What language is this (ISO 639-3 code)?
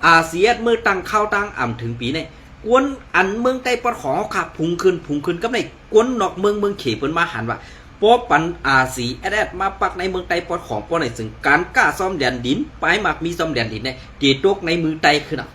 shn